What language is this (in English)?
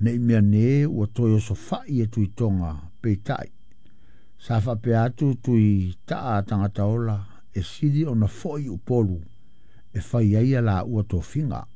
Samoan